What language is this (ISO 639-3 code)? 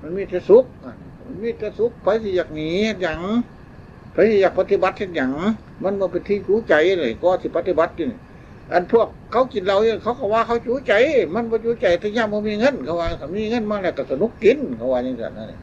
tts